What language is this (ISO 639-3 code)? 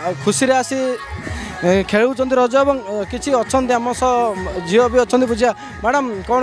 ori